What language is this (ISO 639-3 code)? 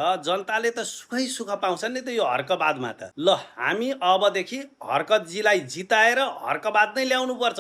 nep